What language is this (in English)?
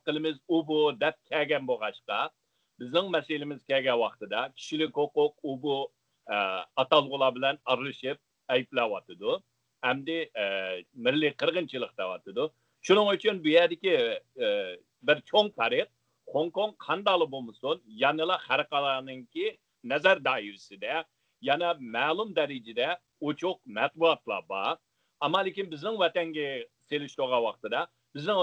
Uyghur